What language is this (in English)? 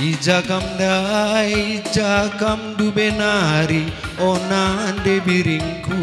Batak Karo